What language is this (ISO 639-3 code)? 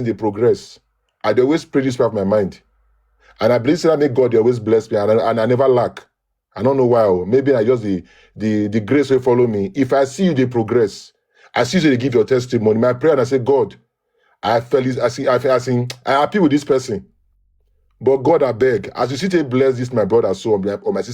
pcm